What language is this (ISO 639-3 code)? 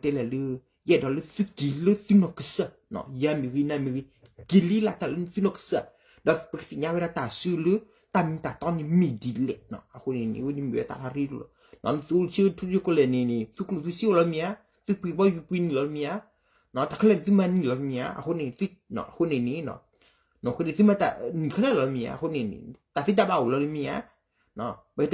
ksw